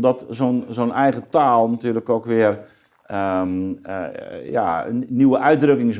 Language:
Dutch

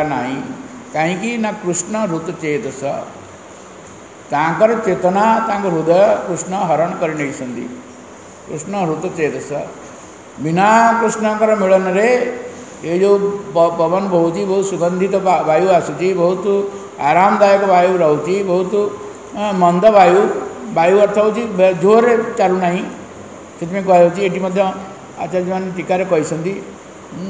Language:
Odia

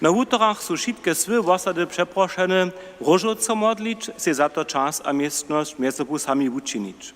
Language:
Upper Sorbian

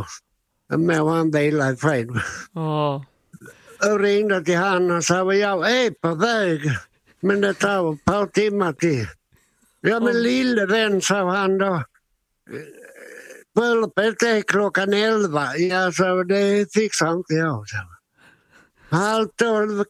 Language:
Swedish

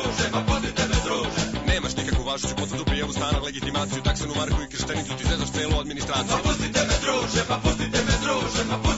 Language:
Serbian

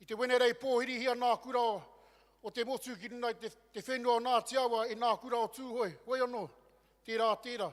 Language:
Māori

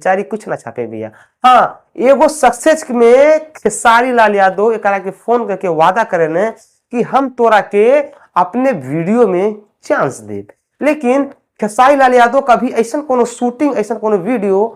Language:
Bhojpuri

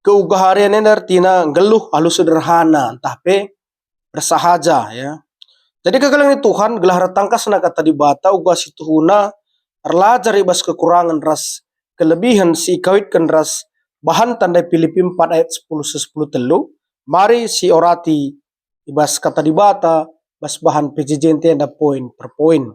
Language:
Batak Karo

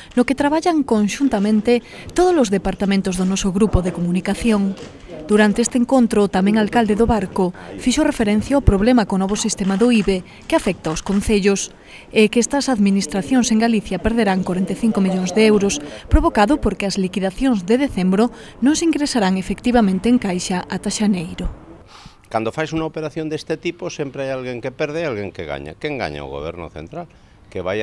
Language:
Galician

